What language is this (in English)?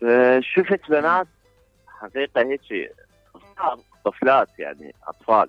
Mesopotamian Arabic